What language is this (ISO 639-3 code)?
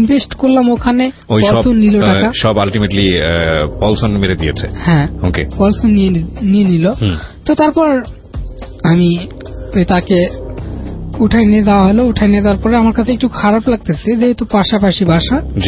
ben